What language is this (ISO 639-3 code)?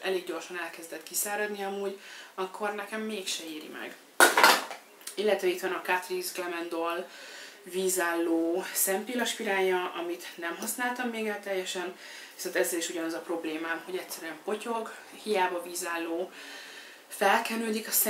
hun